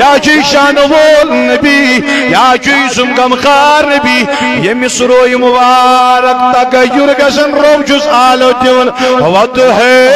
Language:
Kashmiri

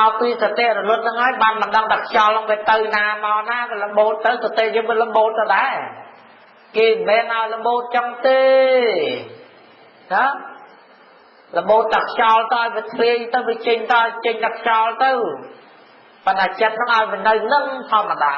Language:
Khmer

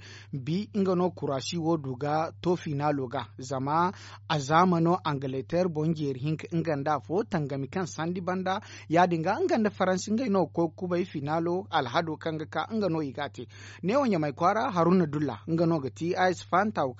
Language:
Zarma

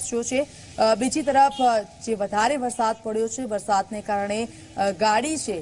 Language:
Gujarati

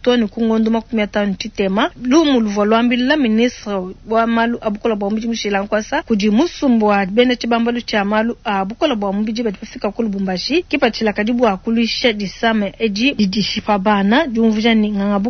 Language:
Luba-Lulua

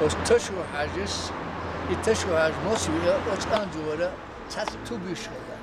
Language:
Chechen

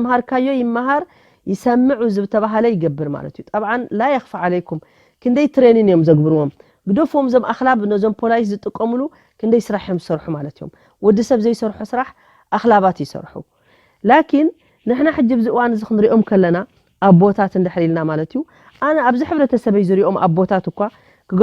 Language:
Tigrinya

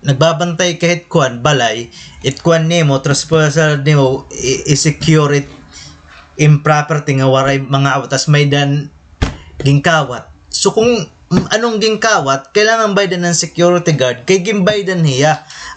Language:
Waray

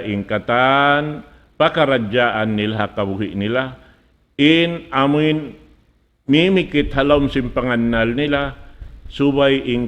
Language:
Tausug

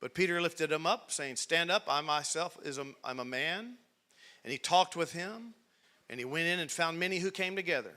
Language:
English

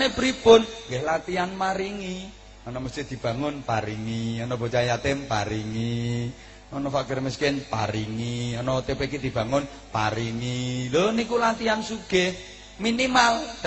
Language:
Javanese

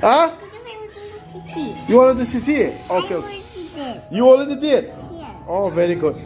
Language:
Manipuri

